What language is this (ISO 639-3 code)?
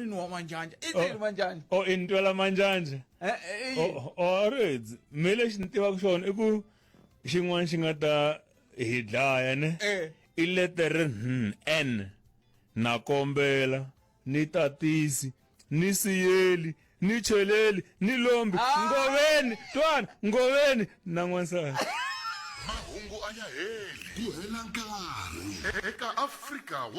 tso